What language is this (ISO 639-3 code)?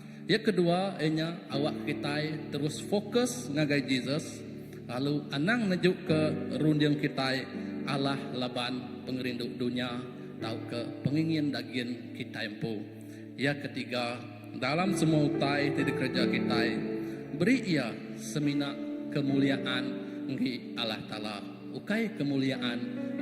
iba